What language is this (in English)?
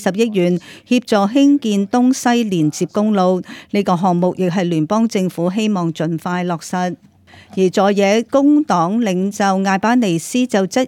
Cantonese